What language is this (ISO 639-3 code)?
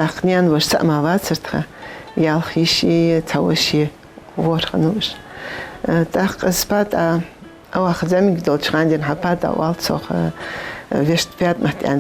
inh